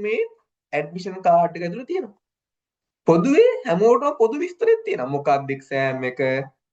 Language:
Sinhala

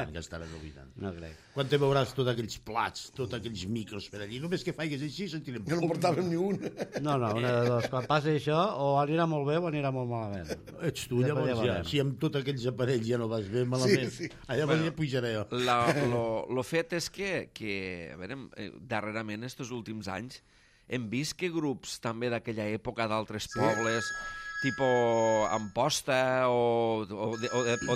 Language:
Catalan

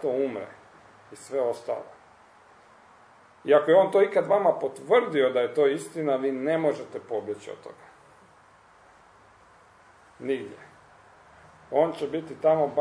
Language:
Croatian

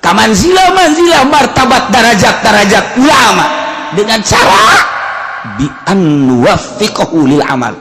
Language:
Sundanese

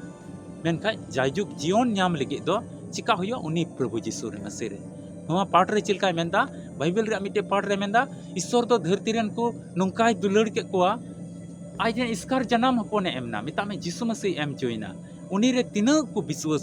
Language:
Santali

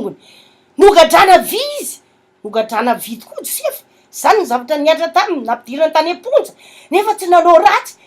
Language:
Malagasy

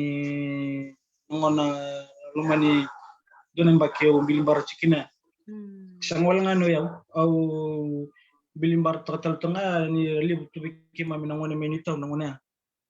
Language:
Fijian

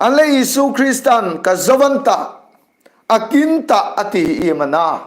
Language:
Hmar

